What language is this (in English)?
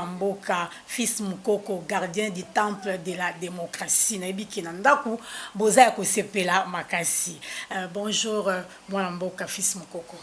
Lingala